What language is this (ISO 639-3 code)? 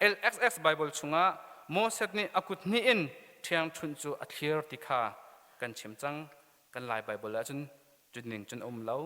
cnh